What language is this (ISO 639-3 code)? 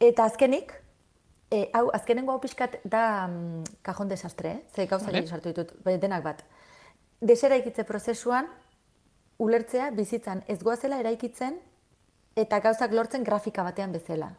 eus